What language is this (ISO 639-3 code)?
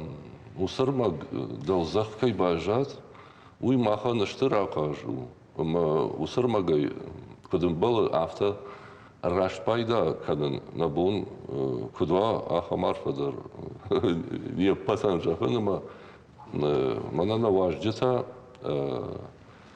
oss